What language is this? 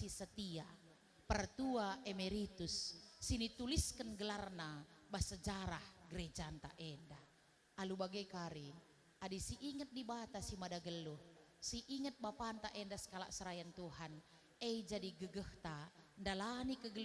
Batak Karo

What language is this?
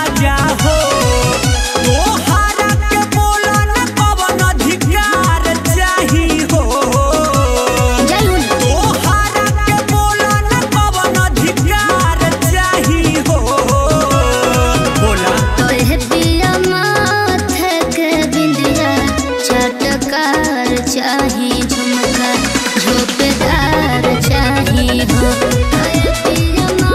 Bhojpuri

